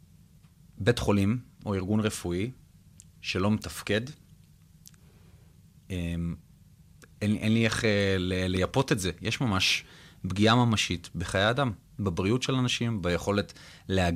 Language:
Hebrew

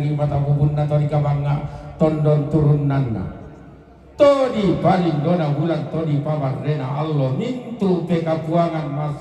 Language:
Toraja-Sa'dan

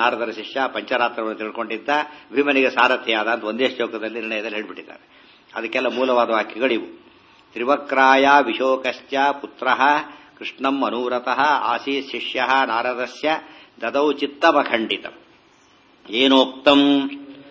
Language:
Kannada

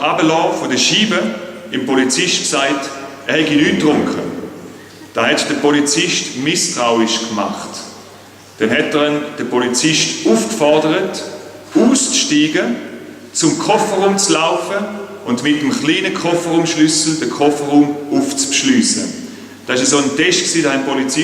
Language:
Swiss German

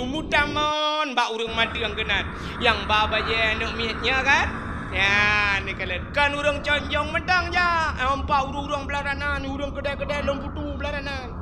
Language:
Achinese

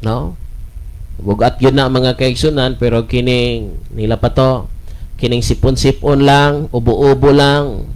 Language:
Cebuano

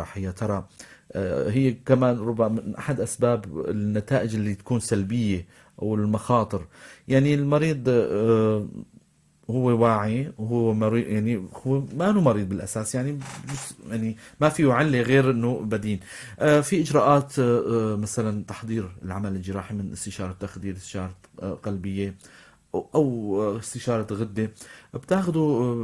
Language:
North Levantine Arabic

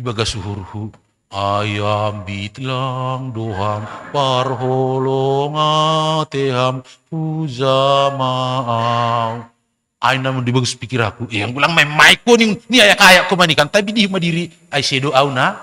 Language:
Batak Simalungun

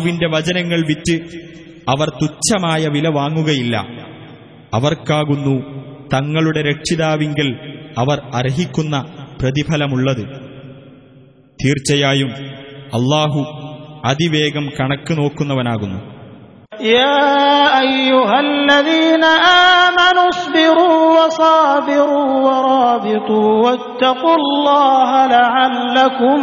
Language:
Malayalam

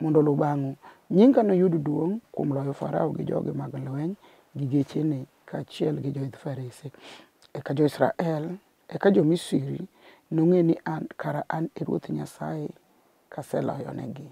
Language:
Luo (Kenya and Tanzania)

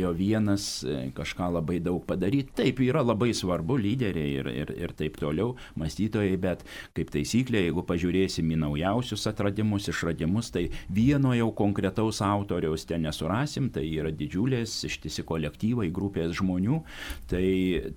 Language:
Lithuanian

